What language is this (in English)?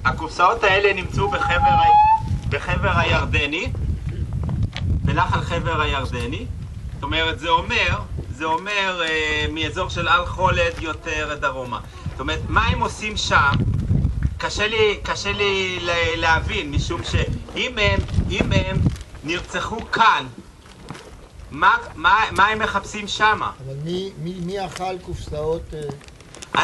Hebrew